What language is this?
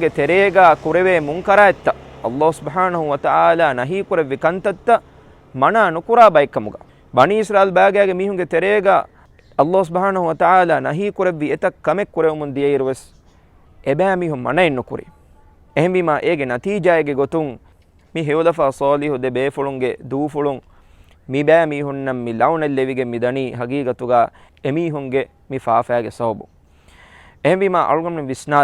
Divehi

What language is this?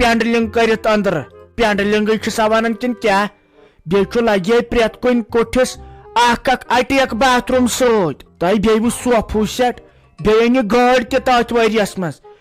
Kashmiri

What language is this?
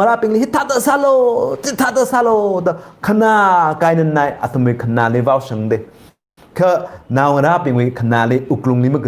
Tangkhul Naga (India)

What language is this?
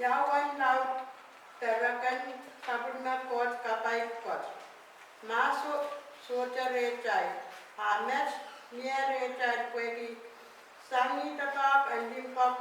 Pohnpeian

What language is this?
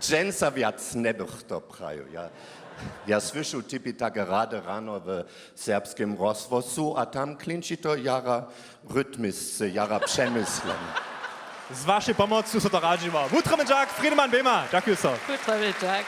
Upper Sorbian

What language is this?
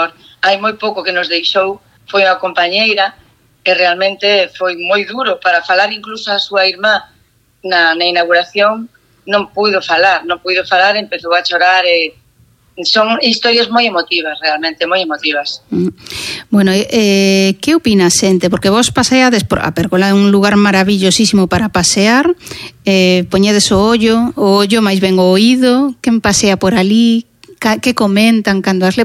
Galician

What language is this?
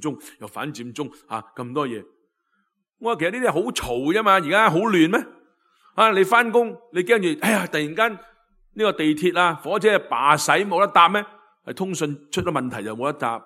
Cantonese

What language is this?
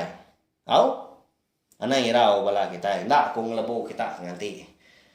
Iban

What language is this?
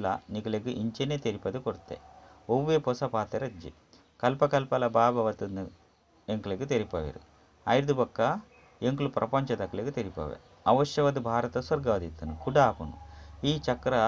Tulu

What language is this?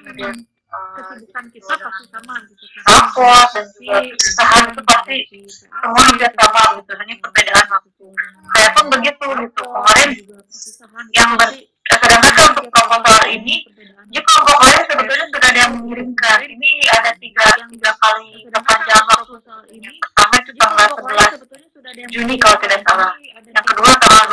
Indonesian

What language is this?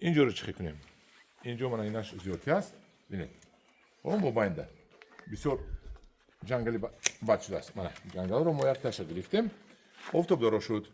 Tajik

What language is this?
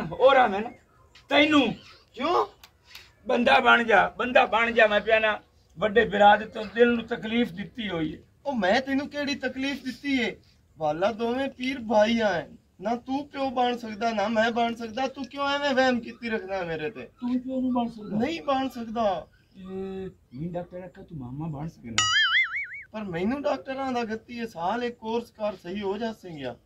Punjabi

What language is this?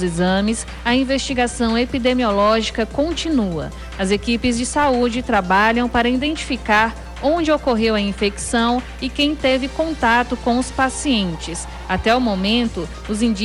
Portuguese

